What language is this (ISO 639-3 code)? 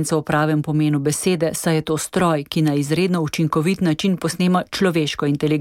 slv